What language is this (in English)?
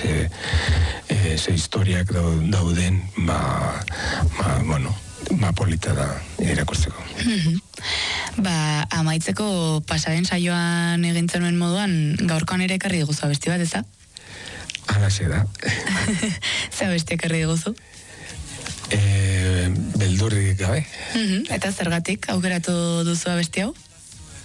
Basque